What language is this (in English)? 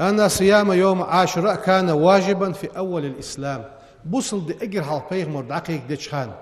Ingush